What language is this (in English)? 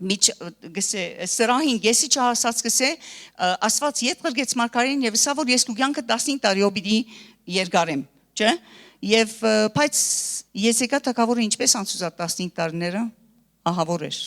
Western Armenian